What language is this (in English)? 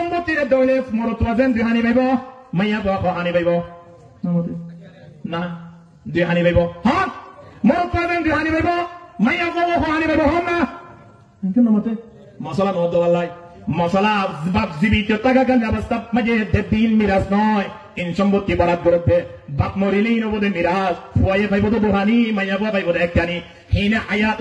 Rohingya